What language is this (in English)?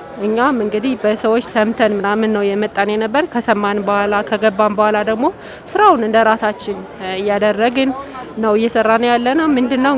Amharic